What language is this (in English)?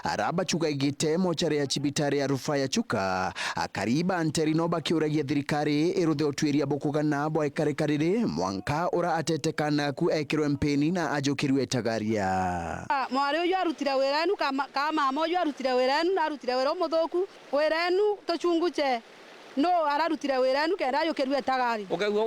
Meru